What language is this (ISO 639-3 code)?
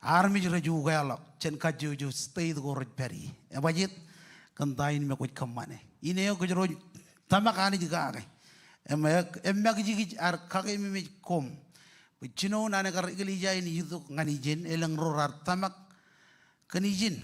mah